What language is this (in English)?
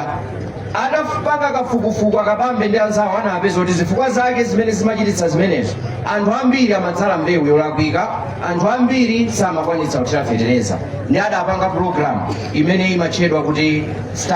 Nyanja